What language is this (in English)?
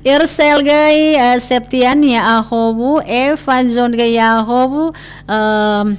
Nias